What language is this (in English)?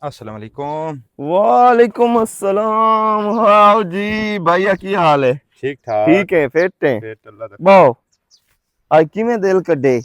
Western Panjabi